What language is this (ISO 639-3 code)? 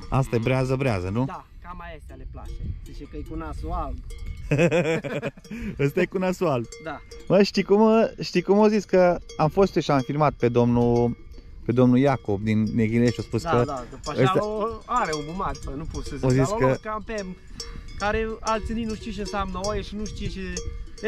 ron